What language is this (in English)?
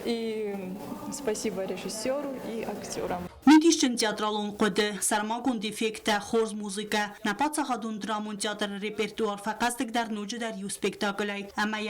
Ossetic